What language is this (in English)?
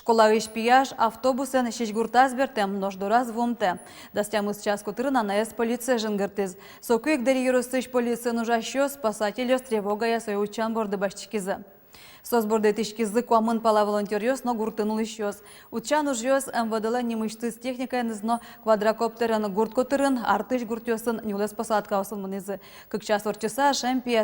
Udmurt